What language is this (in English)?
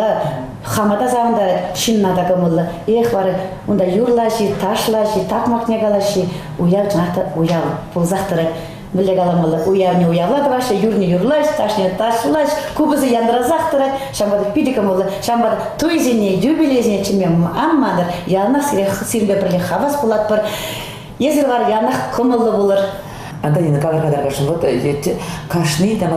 Chuvash